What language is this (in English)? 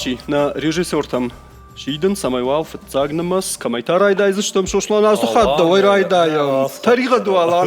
Ossetic